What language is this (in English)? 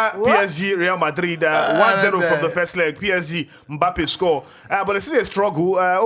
Nigerian Pidgin